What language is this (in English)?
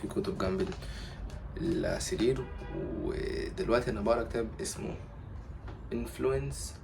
Egyptian Arabic